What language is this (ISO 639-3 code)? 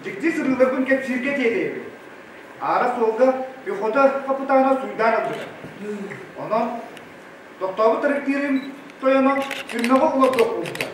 sah